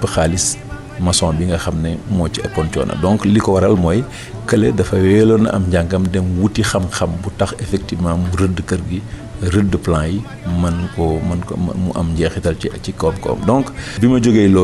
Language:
Wolof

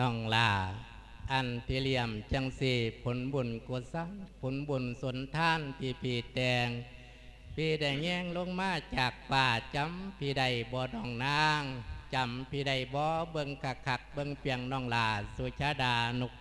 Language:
Lao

